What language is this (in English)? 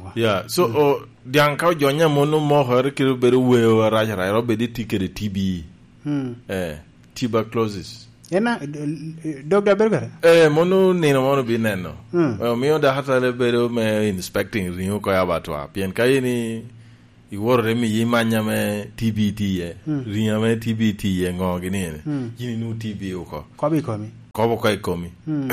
Lango (Uganda)